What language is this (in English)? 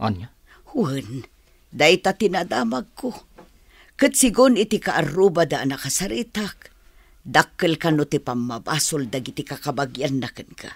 Iloko